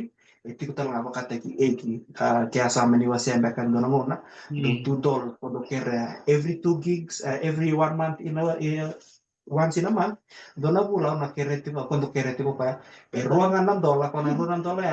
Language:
Fijian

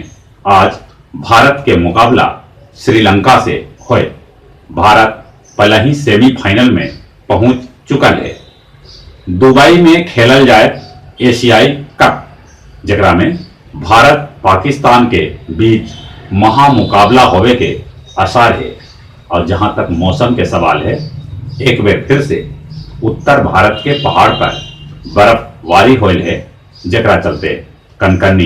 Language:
Magahi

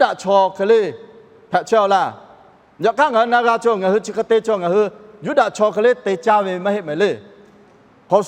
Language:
Lahu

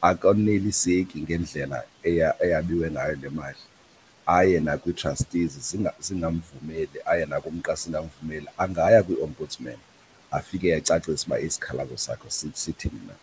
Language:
Xhosa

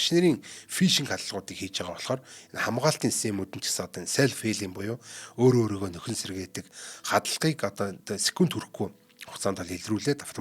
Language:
Mongolian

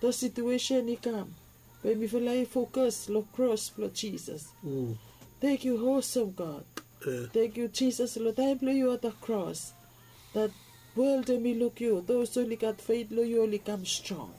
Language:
Bislama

